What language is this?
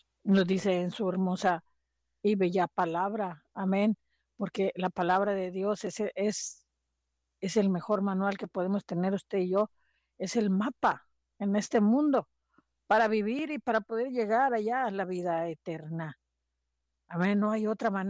Spanish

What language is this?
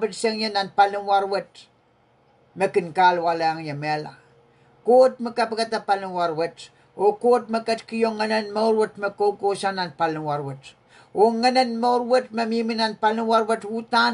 Pohnpeian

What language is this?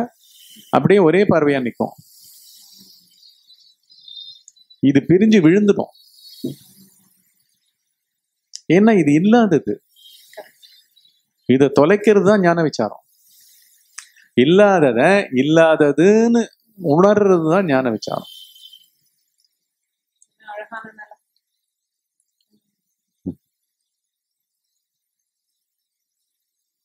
Tamil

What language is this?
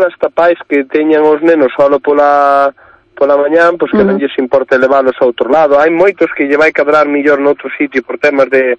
Galician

